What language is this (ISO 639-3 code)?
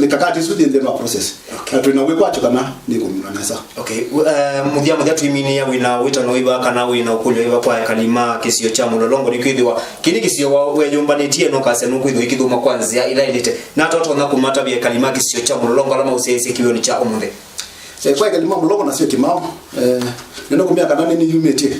kam